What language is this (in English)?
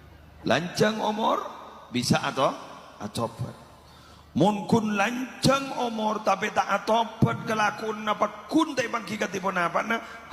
Madurese